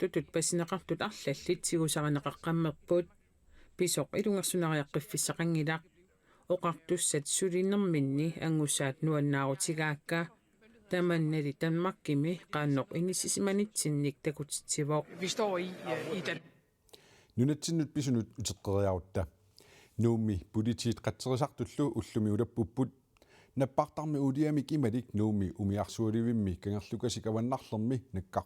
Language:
Kalaallisut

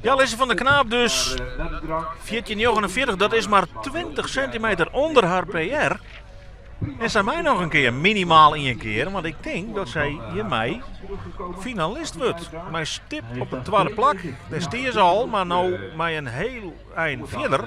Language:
Western Frisian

